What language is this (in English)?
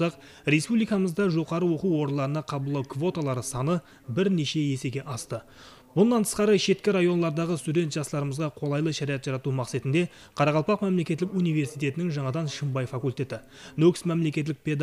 Kara-Kalpak